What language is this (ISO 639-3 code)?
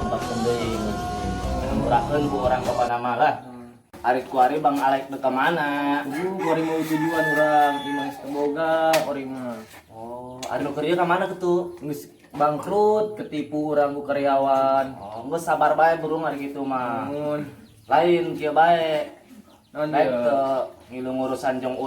sun